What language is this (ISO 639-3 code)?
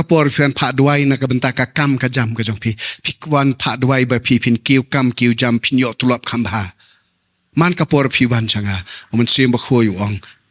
kha